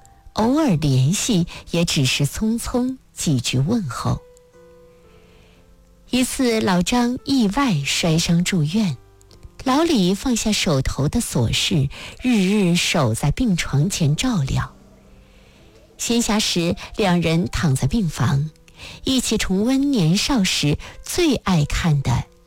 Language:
Chinese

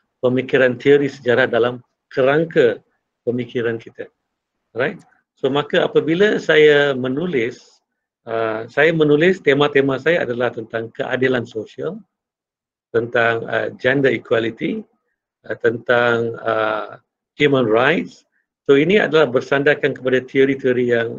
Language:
Malay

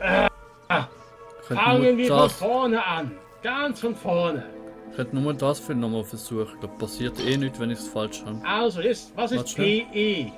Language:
Swiss German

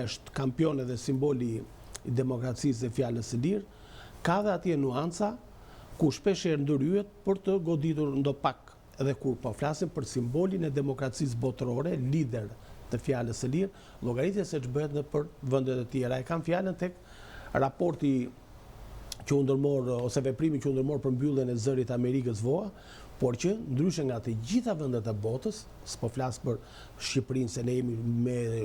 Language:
Albanian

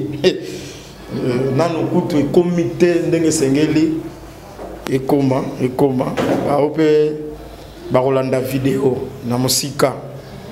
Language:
Lingala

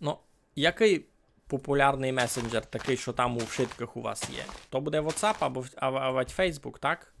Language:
Rusyn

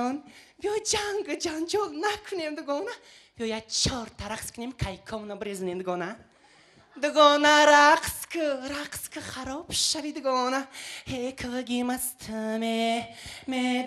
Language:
Tajik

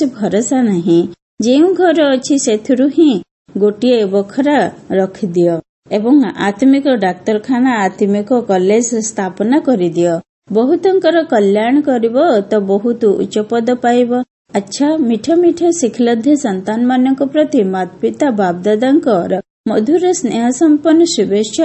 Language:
Odia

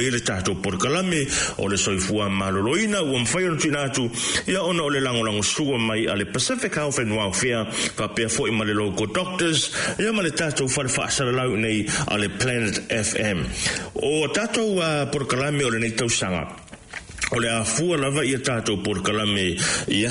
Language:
Samoan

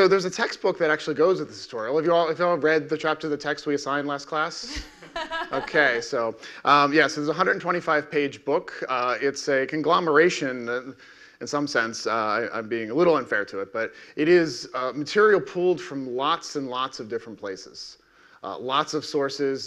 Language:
English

